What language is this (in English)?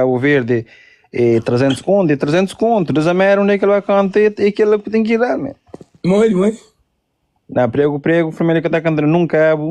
Kabuverdianu